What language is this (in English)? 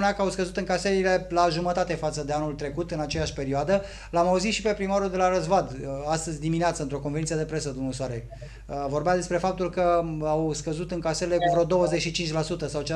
Romanian